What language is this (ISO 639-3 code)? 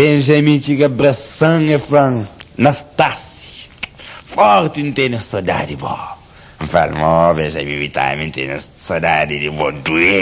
kea